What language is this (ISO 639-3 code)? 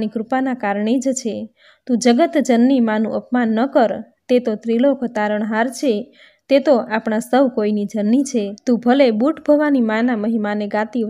guj